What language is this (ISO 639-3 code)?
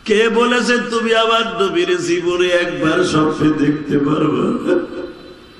ben